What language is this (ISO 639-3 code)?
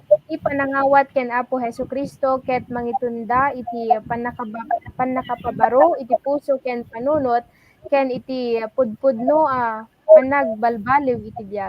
ilo